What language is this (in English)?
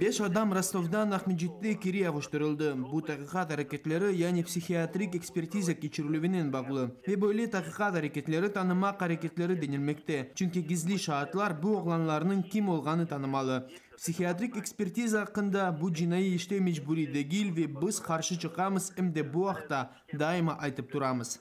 Crimean Tatar